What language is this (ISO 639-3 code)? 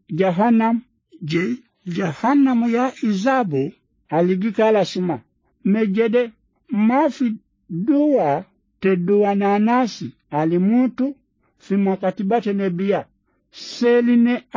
swa